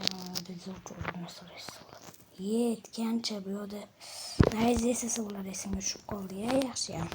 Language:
Uzbek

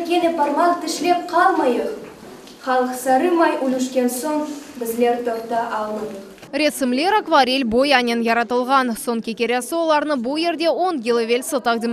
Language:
Crimean Tatar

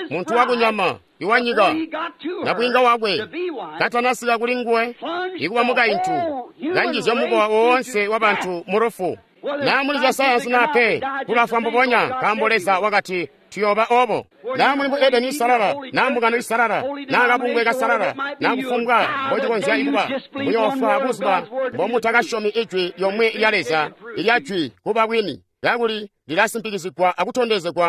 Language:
Tonga (Zambia)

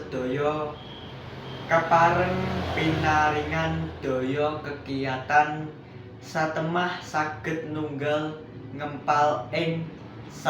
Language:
Javanese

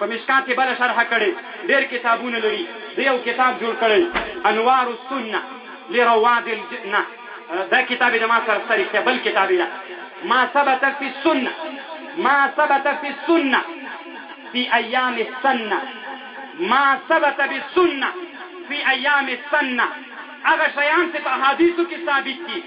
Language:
Pashto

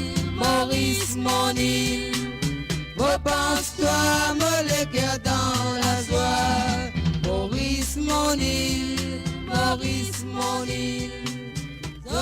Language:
Morisyen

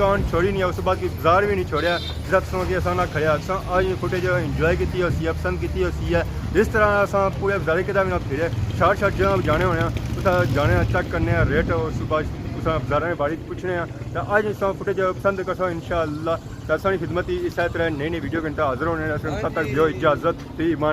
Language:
Pahari-Potwari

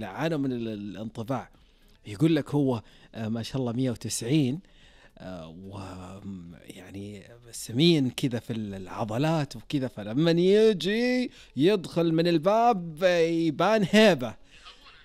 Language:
Najdi Arabic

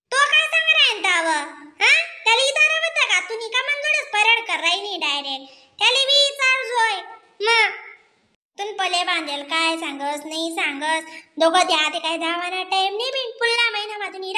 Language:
Khandesi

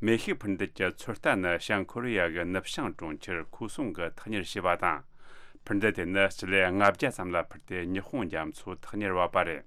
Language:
Tibetan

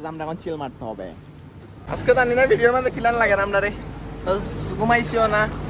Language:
Sylheti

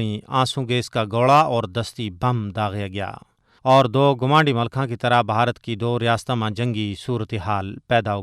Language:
Gujari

